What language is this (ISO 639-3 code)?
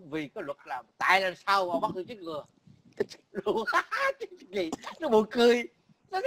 vie